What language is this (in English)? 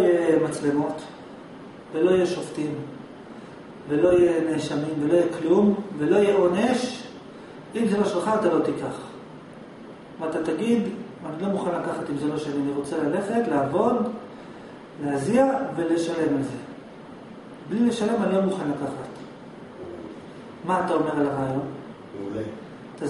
Hebrew